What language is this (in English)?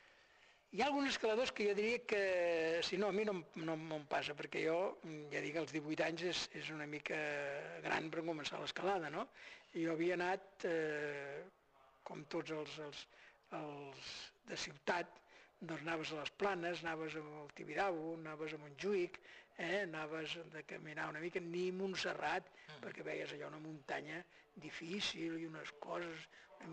Catalan